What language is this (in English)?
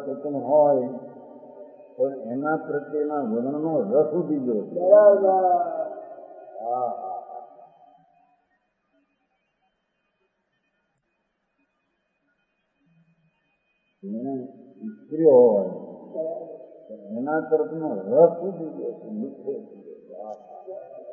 Gujarati